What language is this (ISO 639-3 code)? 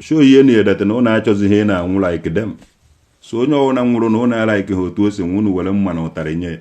ibo